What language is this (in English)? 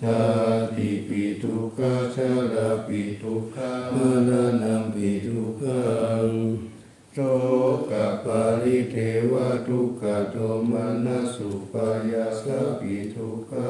Pali